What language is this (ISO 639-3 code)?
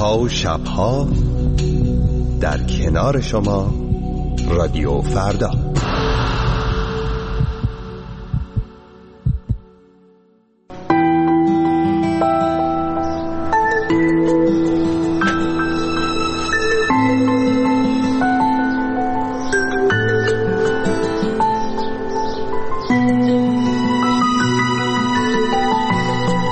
fas